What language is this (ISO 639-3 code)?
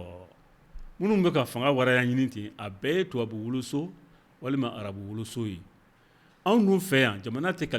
bam